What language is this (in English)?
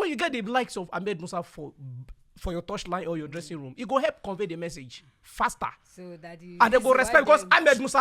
Nigerian Pidgin